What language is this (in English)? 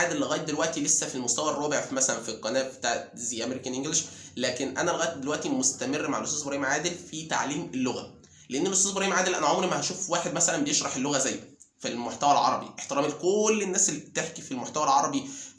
Egyptian Arabic